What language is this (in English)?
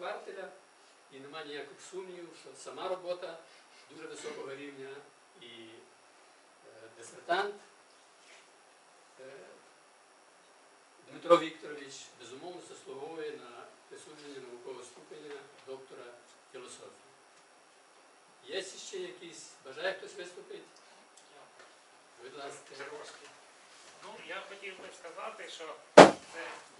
Ukrainian